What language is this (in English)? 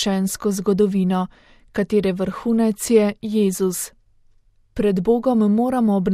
Slovenian